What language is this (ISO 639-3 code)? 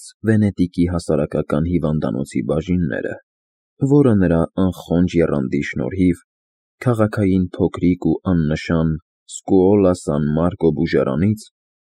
hye